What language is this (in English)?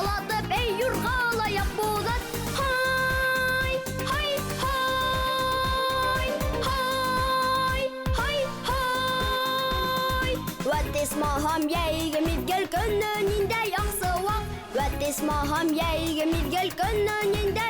Bashkir